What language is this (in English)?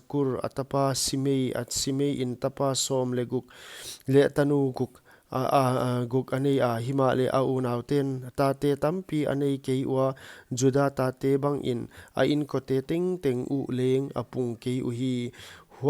Paite Chin